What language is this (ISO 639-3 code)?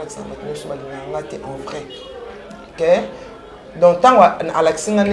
lin